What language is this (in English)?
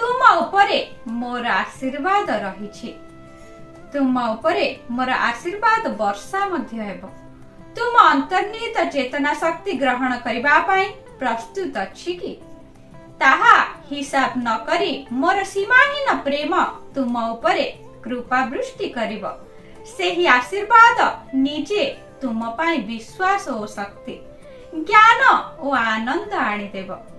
Odia